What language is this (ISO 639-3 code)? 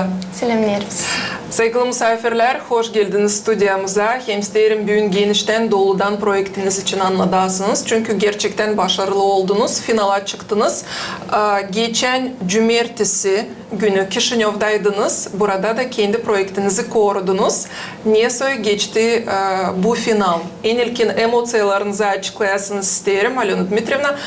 gag